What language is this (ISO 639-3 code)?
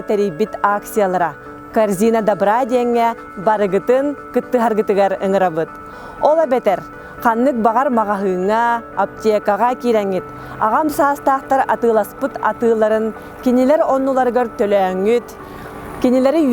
sah